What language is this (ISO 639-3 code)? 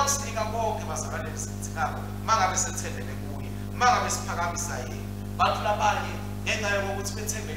ssw